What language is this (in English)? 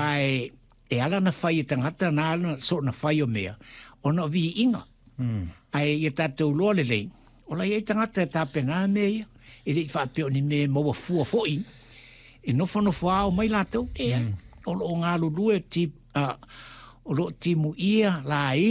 Samoan